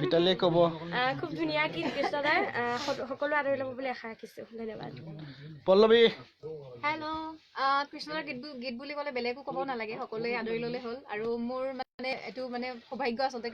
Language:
Assamese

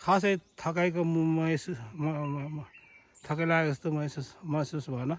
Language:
Nepali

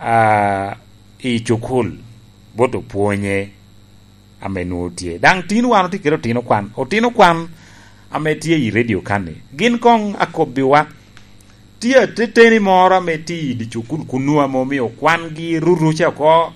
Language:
Lango (Uganda)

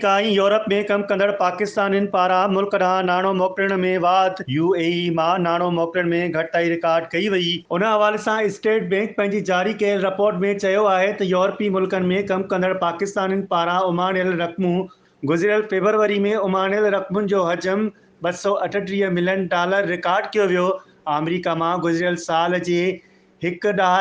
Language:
Sindhi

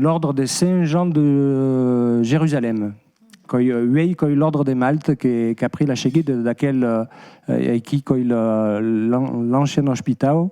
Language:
Occitan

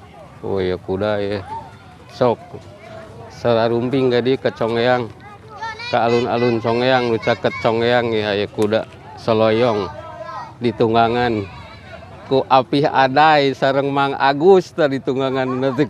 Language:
Sundanese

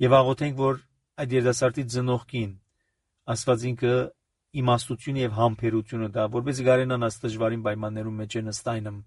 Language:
Armenian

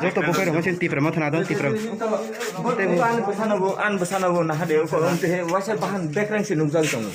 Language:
Kok Borok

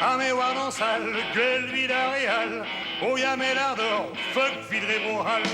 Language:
Breton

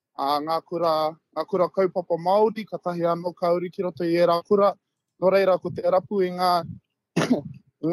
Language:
Māori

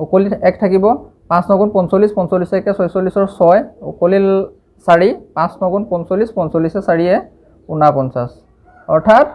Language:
Assamese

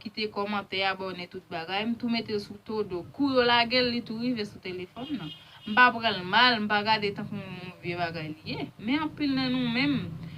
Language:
Haitian Creole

